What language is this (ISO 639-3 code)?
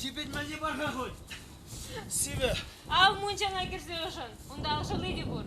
chv